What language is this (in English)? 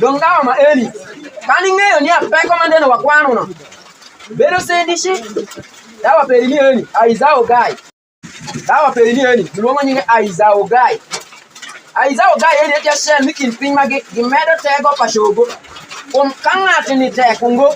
Alur